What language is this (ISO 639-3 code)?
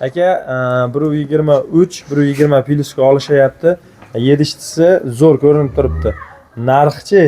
uzb